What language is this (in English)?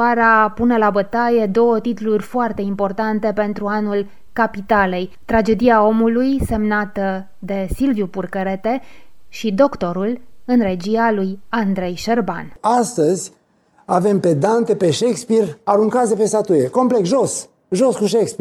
Romanian